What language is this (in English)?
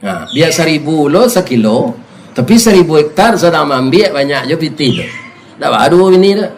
Minangkabau